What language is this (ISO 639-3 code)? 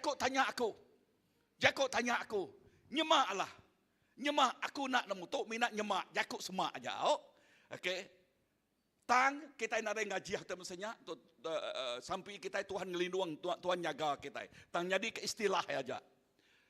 iba